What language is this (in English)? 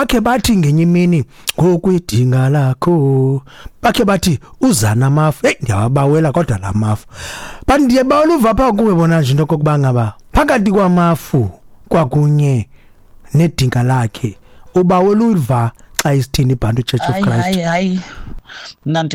Xhosa